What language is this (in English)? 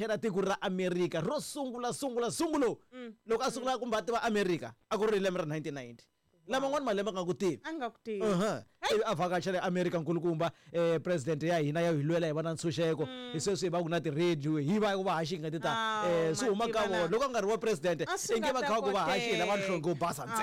Tsonga